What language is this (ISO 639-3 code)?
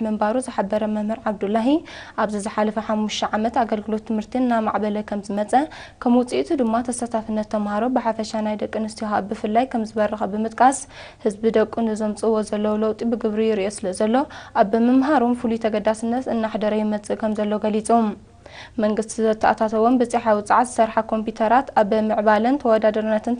tir